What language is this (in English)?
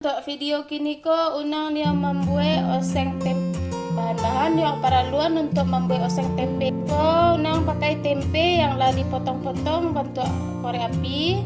Minangkabau